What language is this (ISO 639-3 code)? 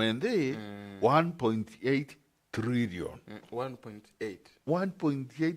mer